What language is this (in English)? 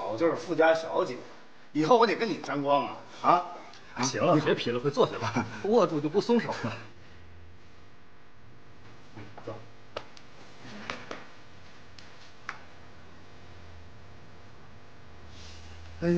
Chinese